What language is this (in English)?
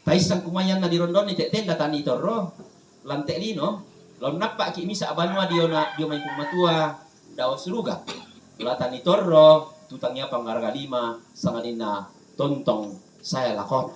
Toraja-Sa'dan